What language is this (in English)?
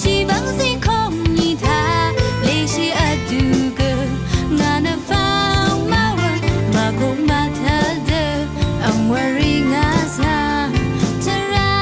Rawang